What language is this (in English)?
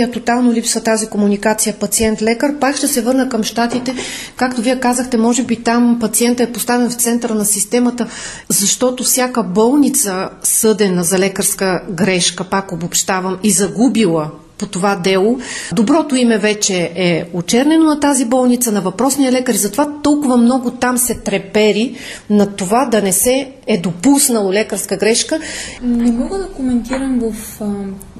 Bulgarian